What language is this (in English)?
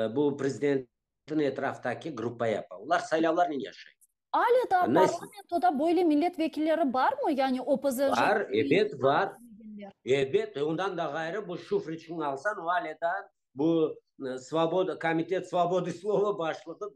Crimean Tatar